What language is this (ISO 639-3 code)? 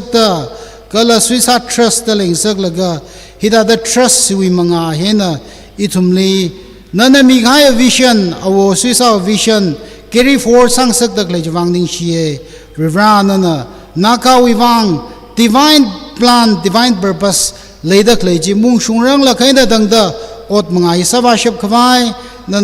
nmf